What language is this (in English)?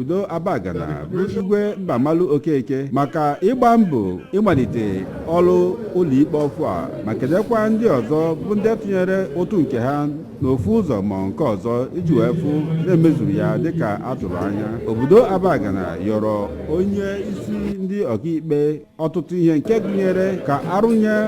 Igbo